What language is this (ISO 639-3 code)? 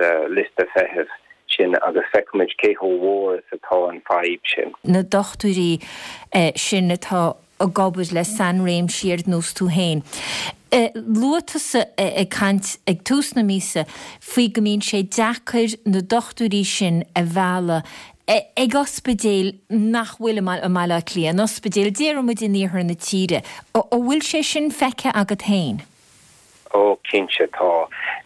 gle